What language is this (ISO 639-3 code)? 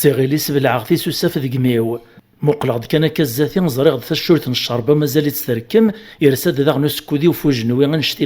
kab